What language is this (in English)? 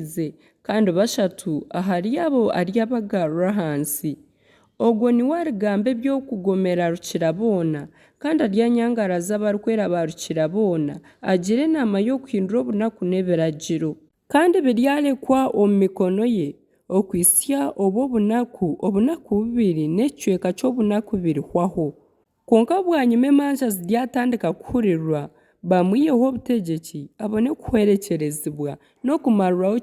Nyankole